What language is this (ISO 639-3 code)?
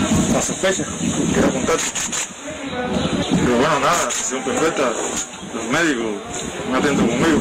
spa